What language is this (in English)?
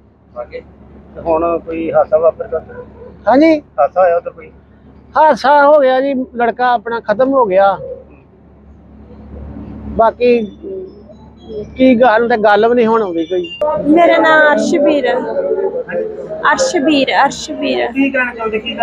Punjabi